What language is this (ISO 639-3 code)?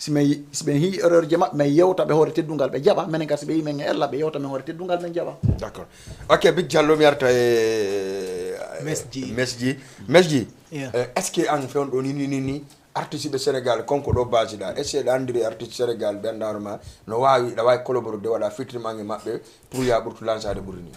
ful